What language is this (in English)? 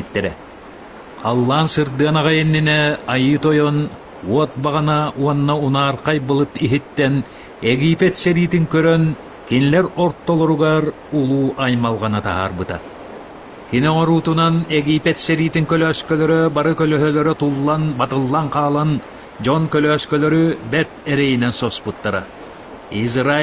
Yakut